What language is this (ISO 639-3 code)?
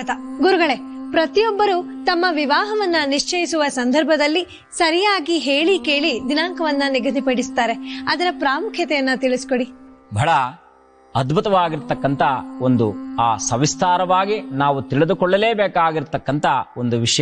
kan